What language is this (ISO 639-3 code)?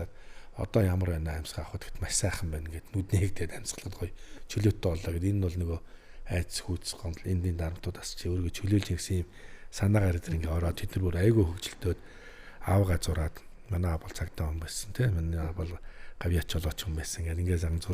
mon